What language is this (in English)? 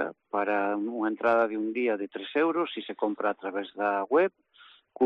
Galician